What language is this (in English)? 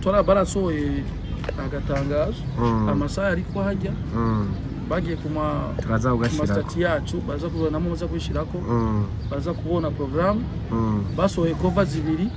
Rundi